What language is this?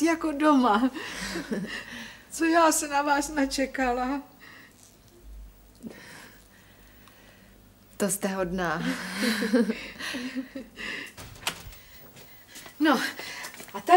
Czech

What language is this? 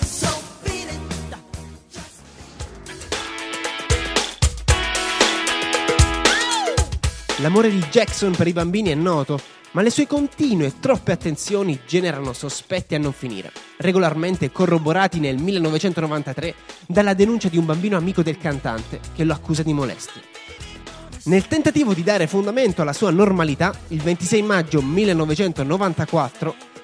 Italian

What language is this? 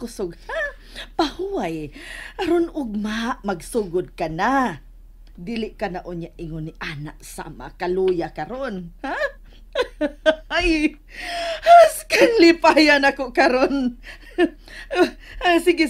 Cebuano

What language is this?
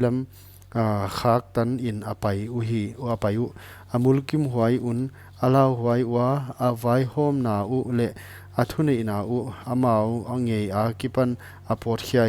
Paite Chin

